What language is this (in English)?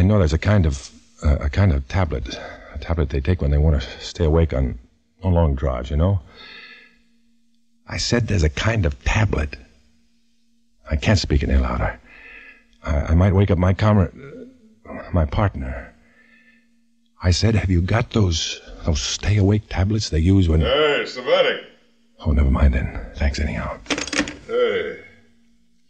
English